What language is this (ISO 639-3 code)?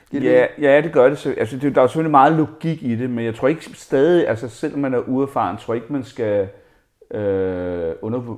dan